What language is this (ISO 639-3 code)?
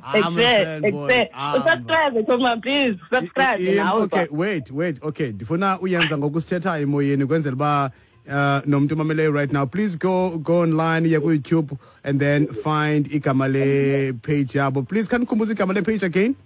xho